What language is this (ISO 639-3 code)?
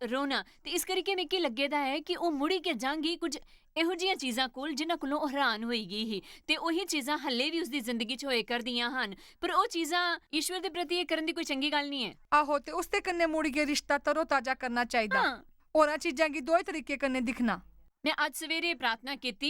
doi